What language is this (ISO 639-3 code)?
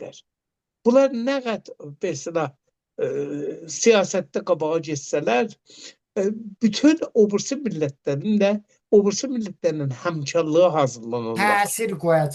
aze